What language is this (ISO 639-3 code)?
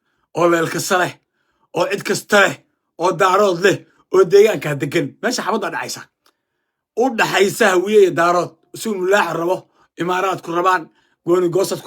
som